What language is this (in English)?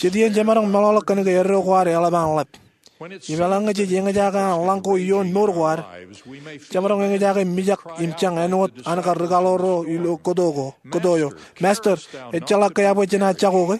Marshallese